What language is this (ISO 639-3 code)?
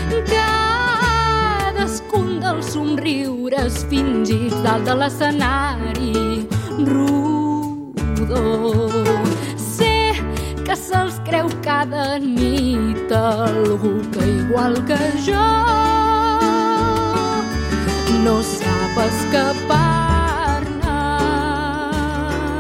cat